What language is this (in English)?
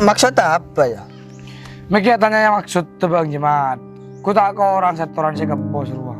Madurese